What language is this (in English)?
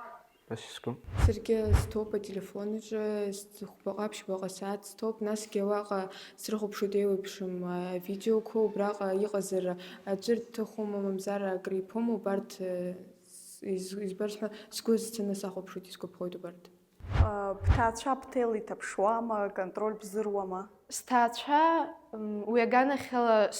Abkhazian